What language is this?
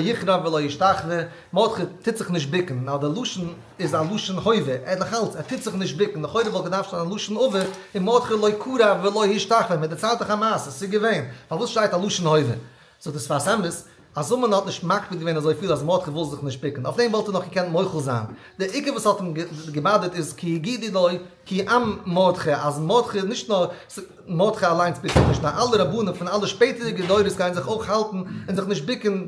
Yiddish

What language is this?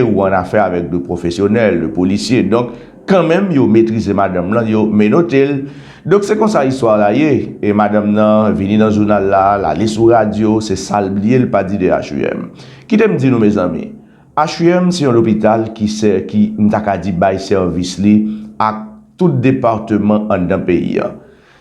Haitian Creole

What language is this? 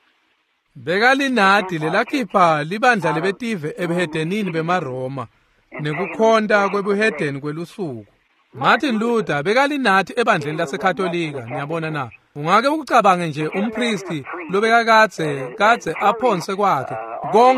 Swati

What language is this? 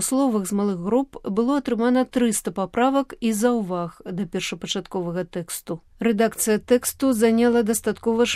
Belarusian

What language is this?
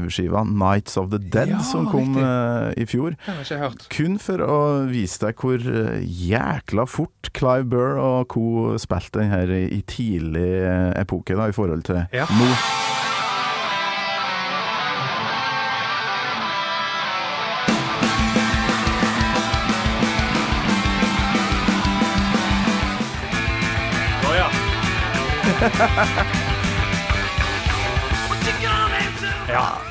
Norwegian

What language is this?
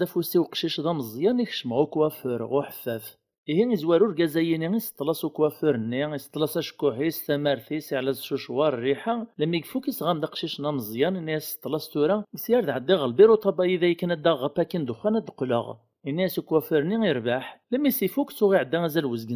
Kabyle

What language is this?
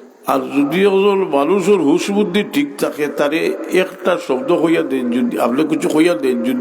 Sylheti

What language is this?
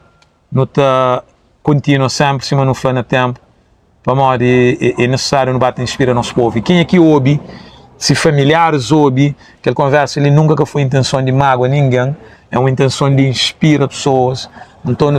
Kabuverdianu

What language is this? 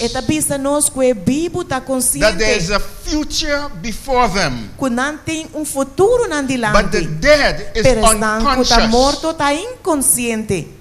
Papiamento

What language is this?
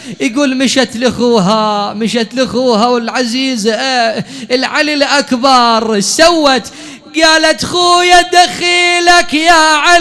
Mesopotamian Arabic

